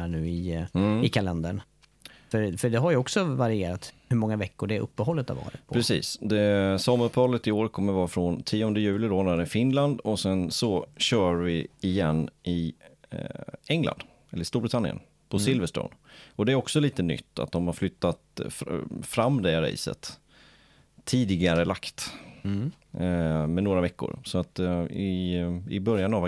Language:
Swedish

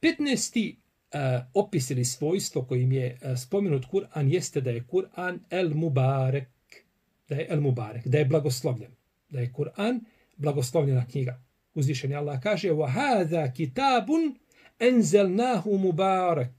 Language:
Bosnian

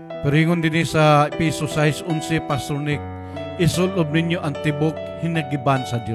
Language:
Cebuano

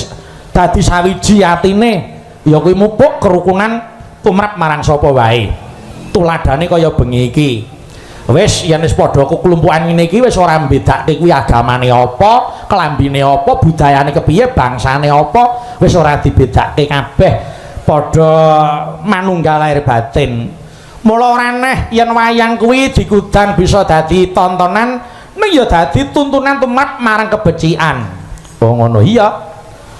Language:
Javanese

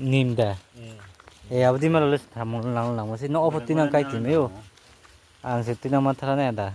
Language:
Kok Borok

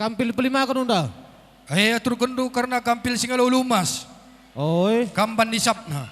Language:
Batak Karo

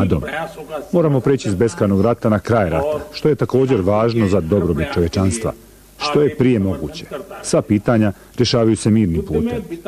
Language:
Bosnian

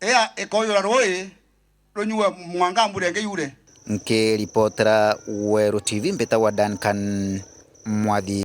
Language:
Meru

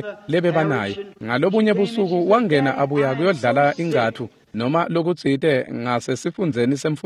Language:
Swati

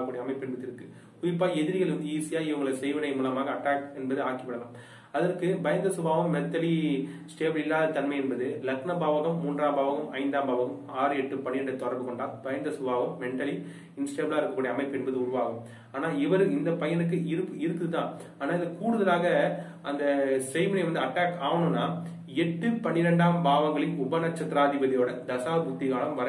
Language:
Tamil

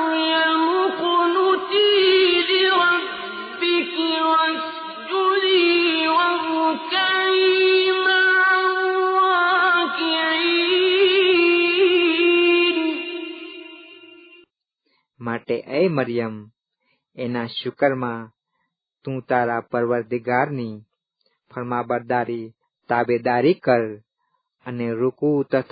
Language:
Gujarati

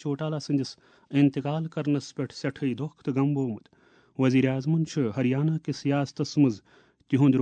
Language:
Kashmiri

